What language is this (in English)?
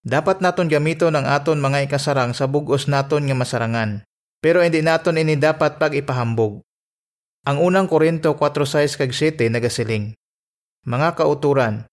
Hiligaynon